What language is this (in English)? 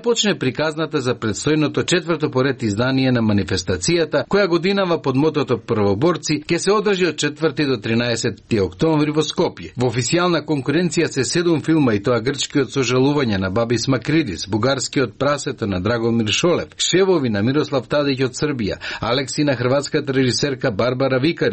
Macedonian